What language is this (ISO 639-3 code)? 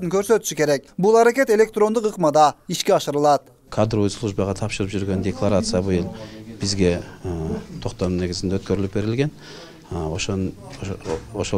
kir